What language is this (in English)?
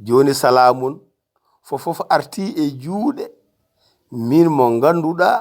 Fula